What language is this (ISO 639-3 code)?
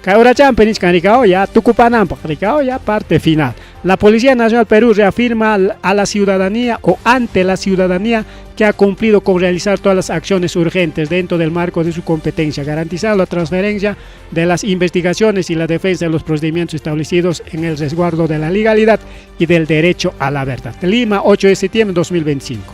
quy